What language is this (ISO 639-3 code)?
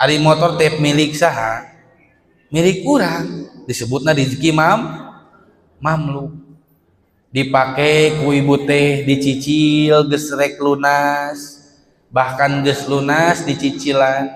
sun